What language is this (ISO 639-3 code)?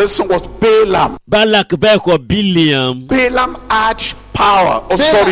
ewe